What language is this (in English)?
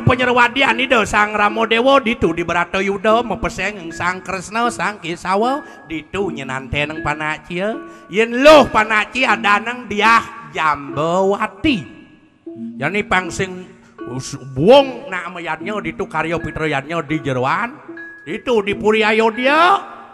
Balinese